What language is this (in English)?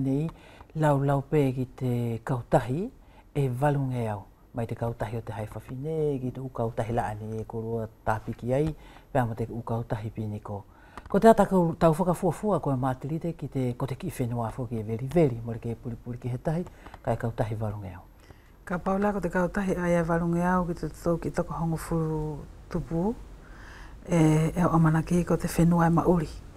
Wallisian